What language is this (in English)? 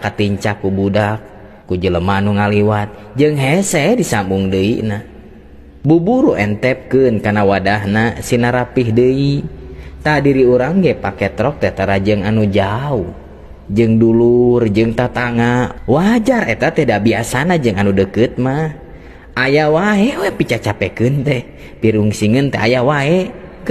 Sundanese